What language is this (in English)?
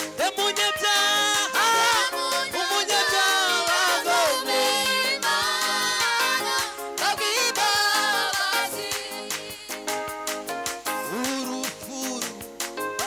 Kinyarwanda